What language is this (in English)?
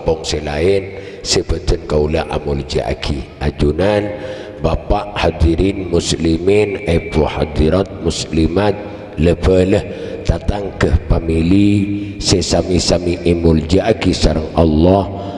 Madurese